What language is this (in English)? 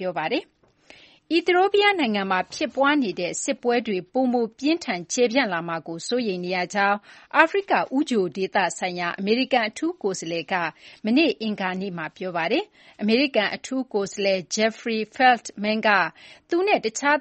Burmese